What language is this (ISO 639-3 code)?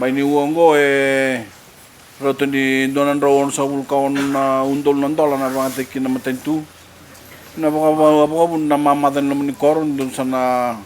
fij